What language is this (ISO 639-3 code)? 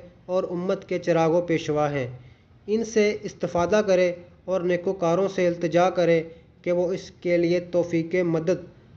urd